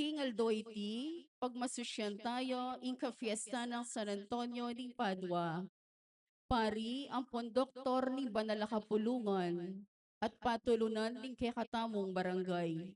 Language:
Pampanga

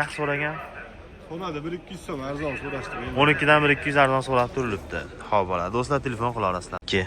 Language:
Uzbek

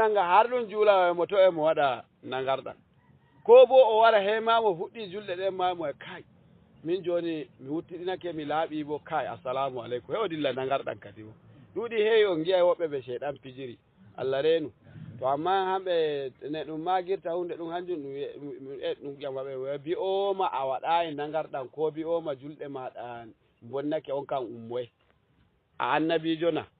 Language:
Fula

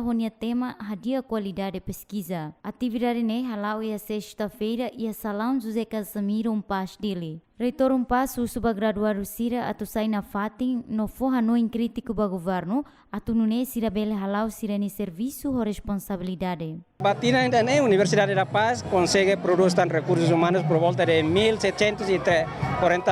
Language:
Tetum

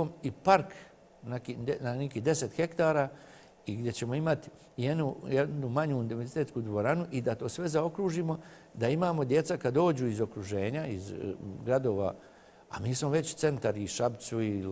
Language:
Serbian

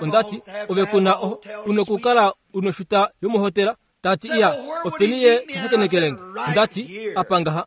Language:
Kuanyama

